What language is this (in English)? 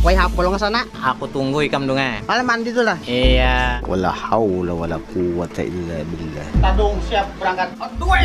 Banjar